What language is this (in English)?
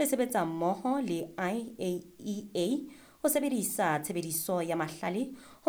Southern Sotho